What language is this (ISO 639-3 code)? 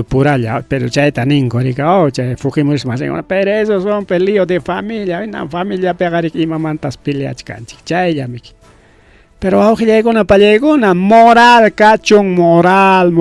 quy